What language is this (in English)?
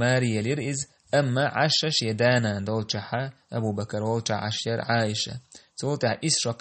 Chechen